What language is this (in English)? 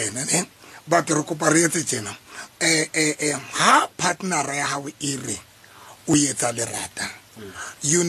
Southern Sotho